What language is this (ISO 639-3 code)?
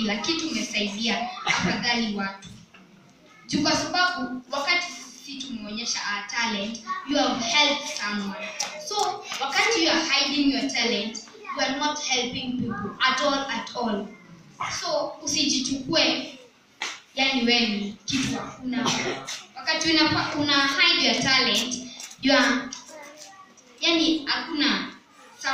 swa